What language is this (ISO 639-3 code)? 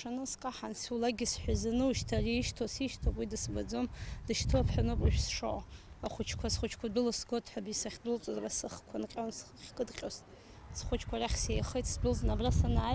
abk